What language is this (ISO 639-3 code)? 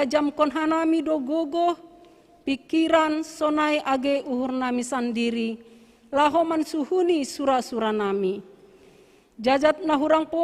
bts